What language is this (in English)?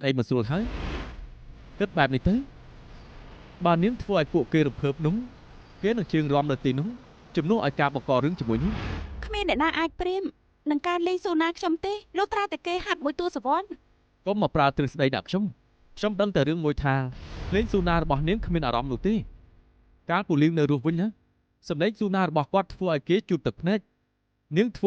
Khmer